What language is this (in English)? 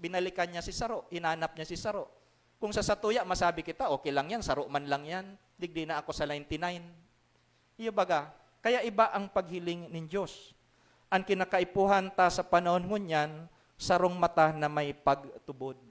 Bikol